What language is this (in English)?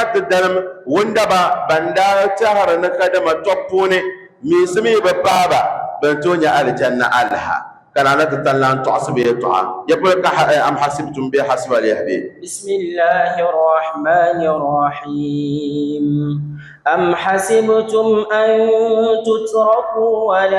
Dagbani